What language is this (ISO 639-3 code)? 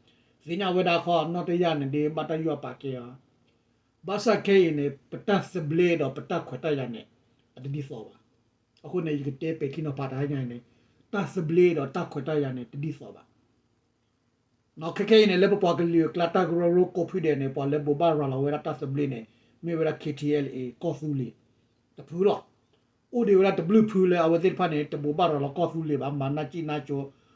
ksw